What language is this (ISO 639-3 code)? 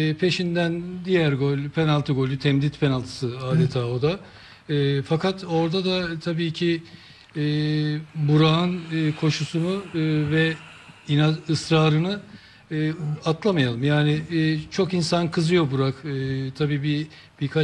tur